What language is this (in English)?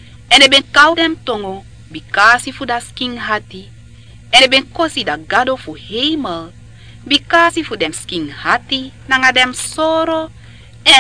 Sranan Tongo